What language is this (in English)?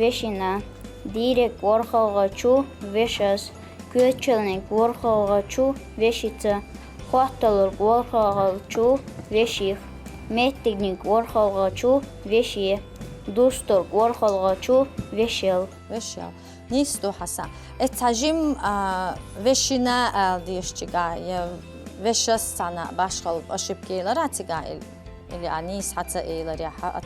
Chechen